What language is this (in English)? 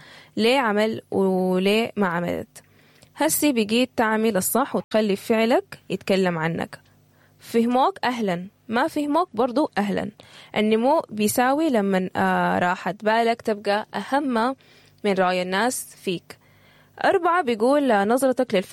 Sudanese Arabic